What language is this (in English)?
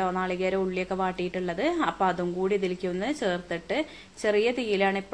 Malayalam